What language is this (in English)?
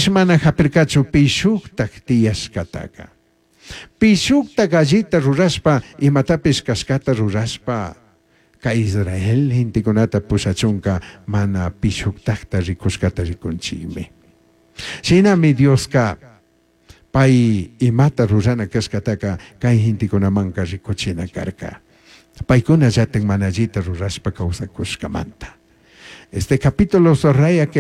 Chimborazo Highland Quichua